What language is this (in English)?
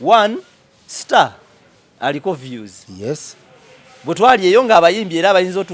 Ganda